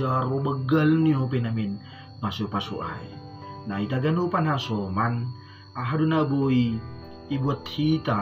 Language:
Batak Simalungun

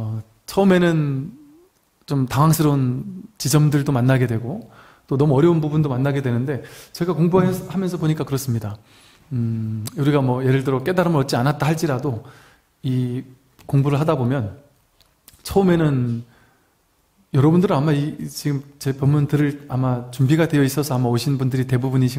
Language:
Korean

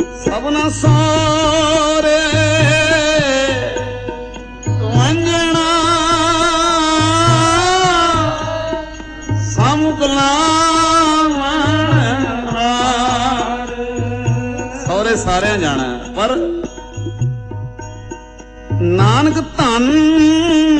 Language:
Punjabi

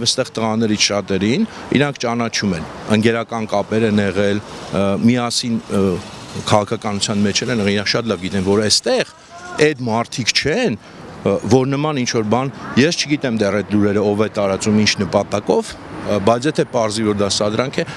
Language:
Armenian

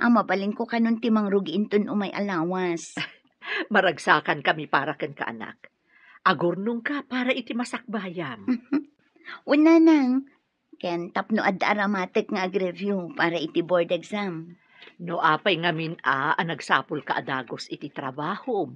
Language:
Iloko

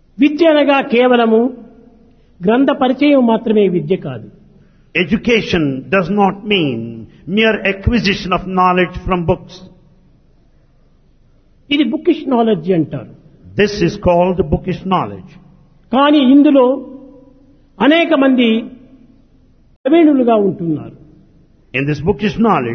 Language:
Telugu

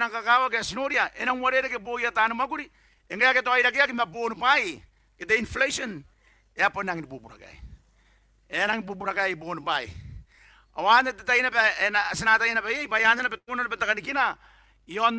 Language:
Gilbertese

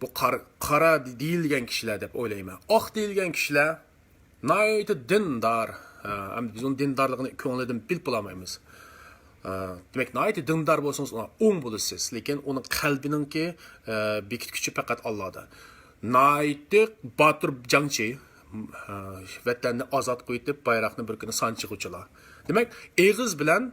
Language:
Uyghur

